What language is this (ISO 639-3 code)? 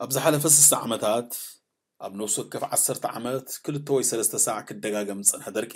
tir